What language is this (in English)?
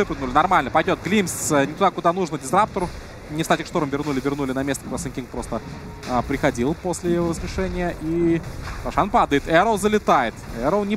Russian